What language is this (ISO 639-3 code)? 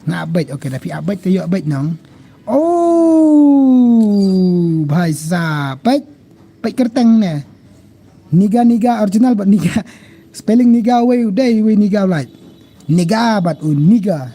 kha